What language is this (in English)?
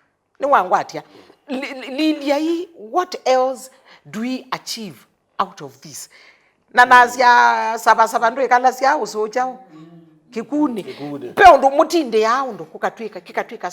Kamba